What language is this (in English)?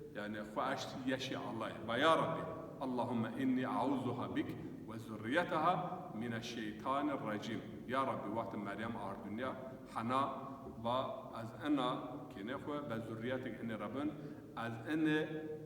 Zaza